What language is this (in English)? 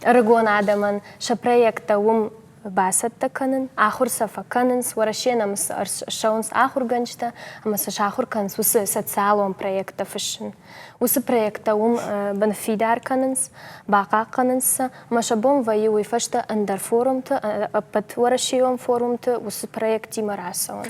Ossetic